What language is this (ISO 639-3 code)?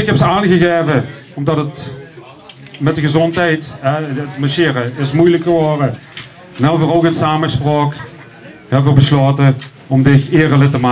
lim